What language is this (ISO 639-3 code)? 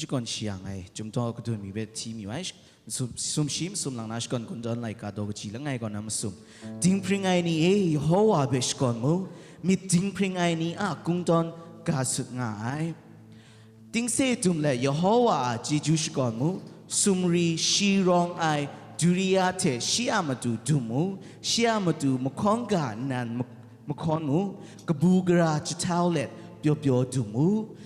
kac